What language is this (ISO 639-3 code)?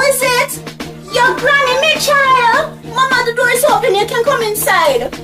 jam